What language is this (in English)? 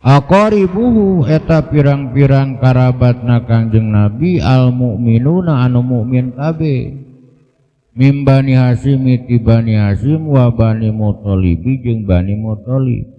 Sundanese